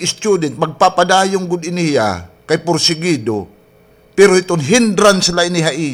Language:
Waray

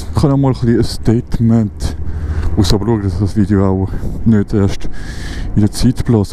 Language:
Swiss German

